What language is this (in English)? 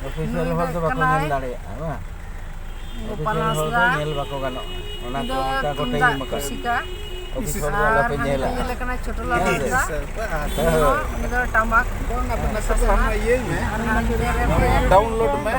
Santali